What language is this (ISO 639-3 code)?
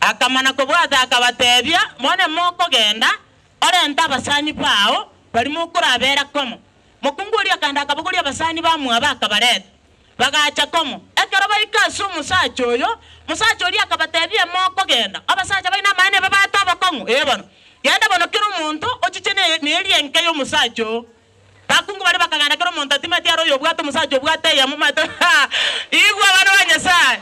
guz